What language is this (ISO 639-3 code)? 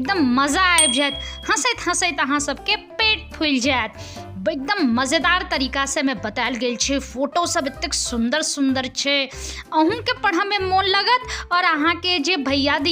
mai